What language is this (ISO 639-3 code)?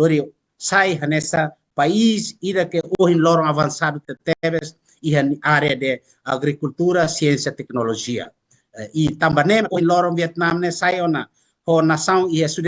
tet